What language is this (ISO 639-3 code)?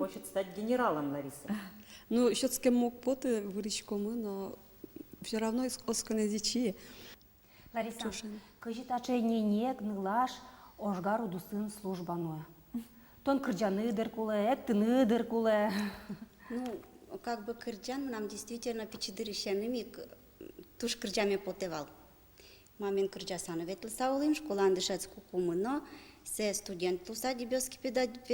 udm